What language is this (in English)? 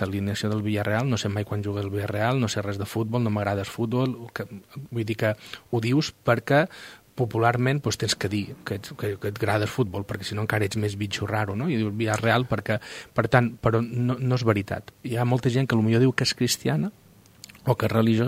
Catalan